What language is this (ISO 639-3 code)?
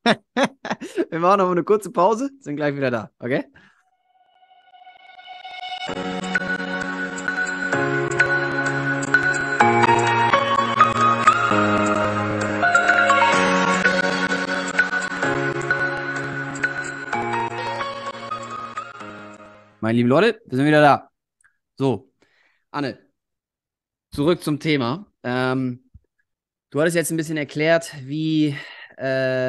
deu